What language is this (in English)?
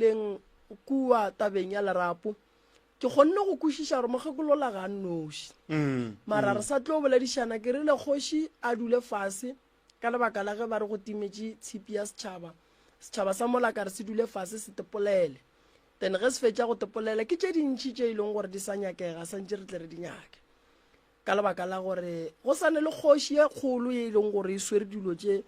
Northern Sotho